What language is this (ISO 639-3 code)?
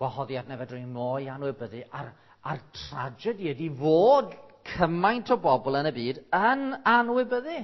cym